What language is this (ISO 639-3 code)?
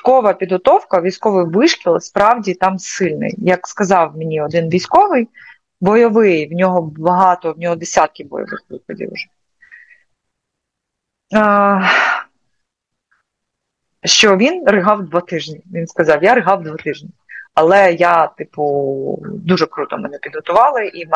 ukr